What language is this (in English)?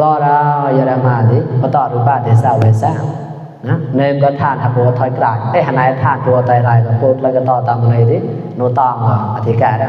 Mon